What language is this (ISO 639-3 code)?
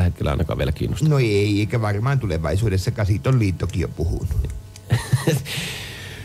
fin